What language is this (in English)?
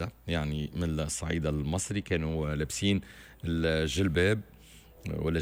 Tunisian Arabic